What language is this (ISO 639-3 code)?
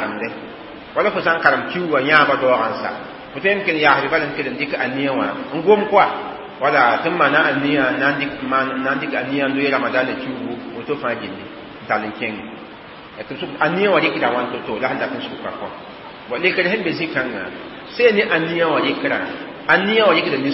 mos